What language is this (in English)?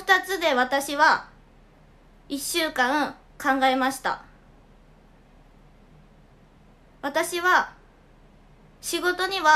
Japanese